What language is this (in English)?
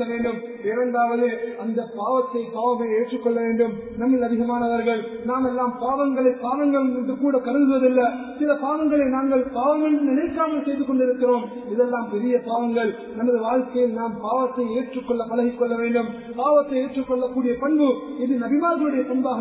Tamil